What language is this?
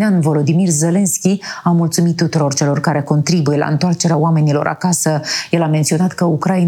Romanian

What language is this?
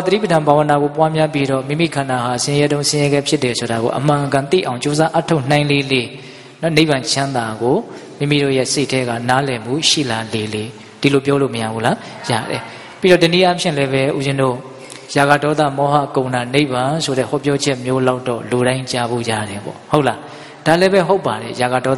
Burmese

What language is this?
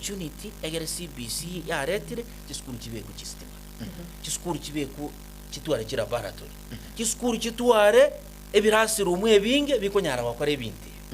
Gusii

